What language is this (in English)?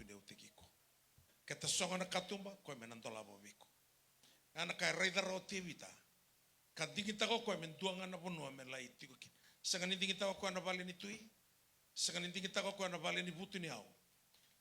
Fijian